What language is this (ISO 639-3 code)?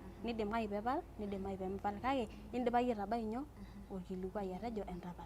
mas